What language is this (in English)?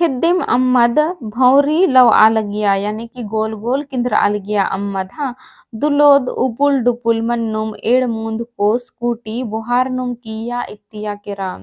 Kurukh